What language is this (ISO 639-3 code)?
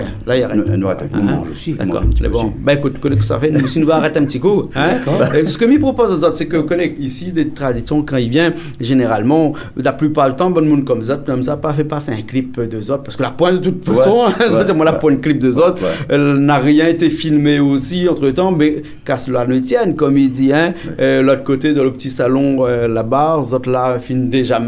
rcf